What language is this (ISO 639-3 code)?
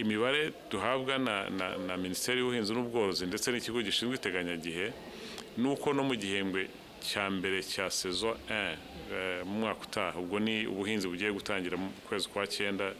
kin